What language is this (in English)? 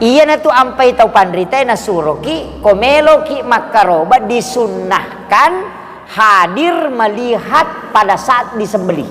Buginese